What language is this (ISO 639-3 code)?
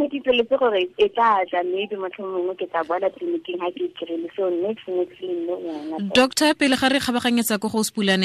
tsn